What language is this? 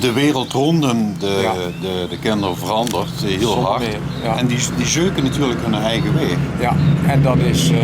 Limburgish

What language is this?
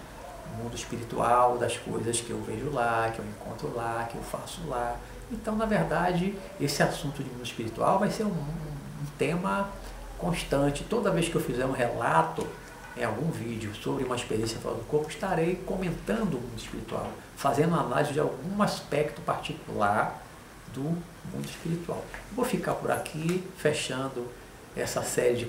Portuguese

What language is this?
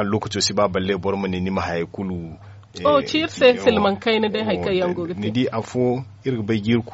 Zarma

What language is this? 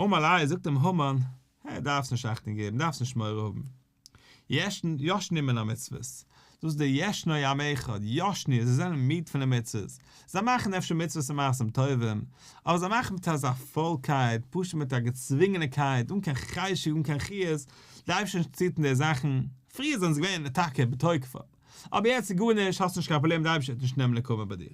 Yiddish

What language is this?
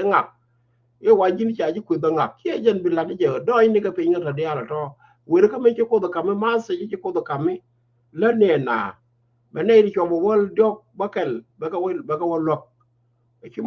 Nuer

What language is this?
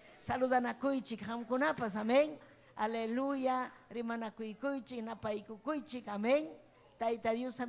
Ayacucho Quechua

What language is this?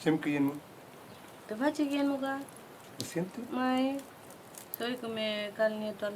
Mapuche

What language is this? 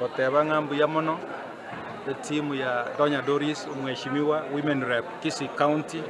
Gusii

